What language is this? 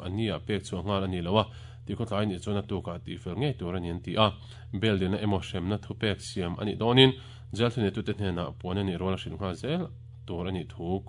Mizo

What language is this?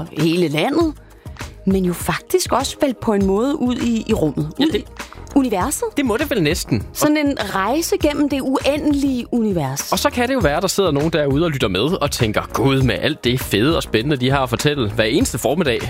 Danish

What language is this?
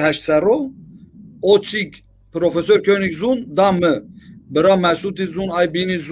Zaza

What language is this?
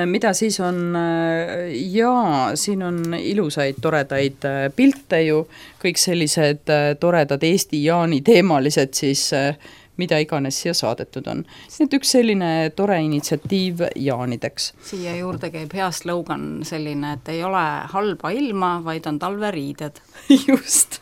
Estonian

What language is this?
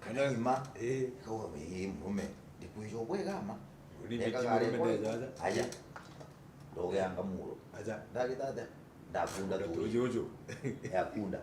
Meru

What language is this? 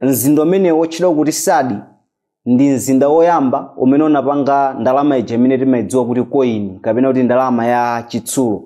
Nyanja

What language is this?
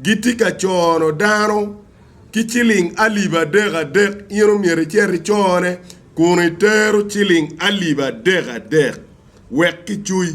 Acoli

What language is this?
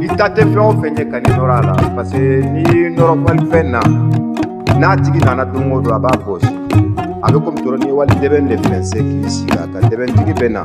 Bambara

